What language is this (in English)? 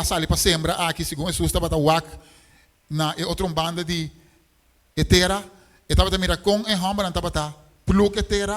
Papiamento